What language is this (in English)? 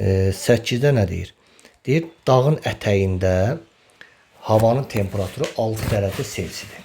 Azerbaijani